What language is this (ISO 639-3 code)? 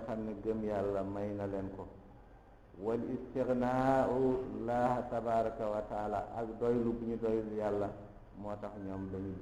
wol